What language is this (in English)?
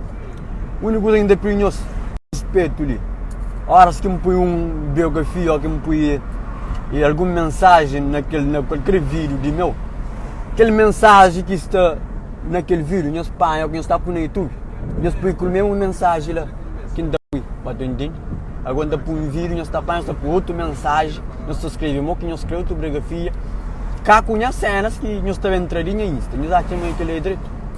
Kabuverdianu